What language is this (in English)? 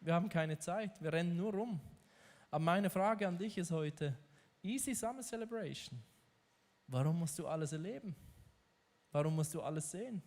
Swiss German